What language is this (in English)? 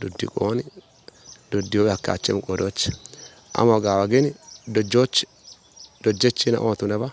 Kafa